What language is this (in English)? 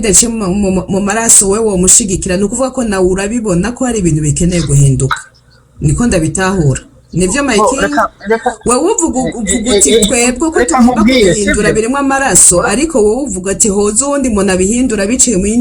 Rundi